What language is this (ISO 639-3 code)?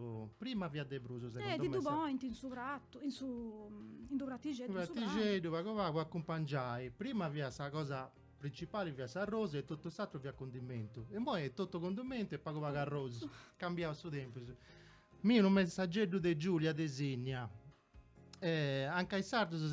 srd